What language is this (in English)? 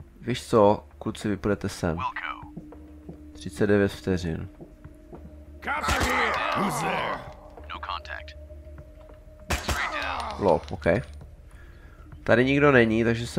Czech